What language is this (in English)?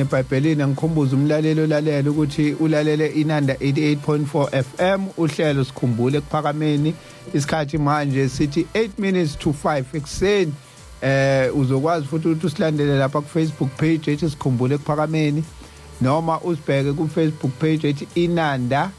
Zulu